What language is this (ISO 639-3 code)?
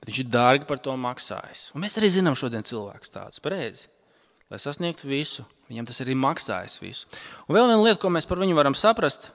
lav